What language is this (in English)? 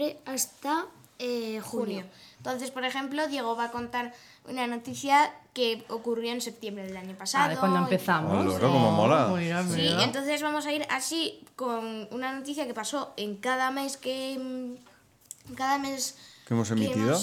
Spanish